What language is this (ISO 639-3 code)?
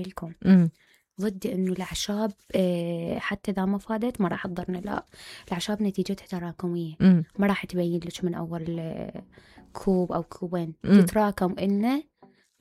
acm